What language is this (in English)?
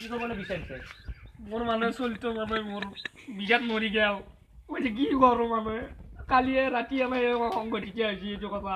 Assamese